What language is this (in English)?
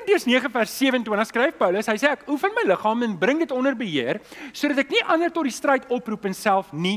Afrikaans